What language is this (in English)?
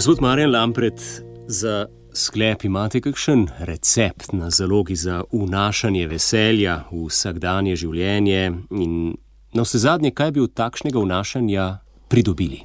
Slovenian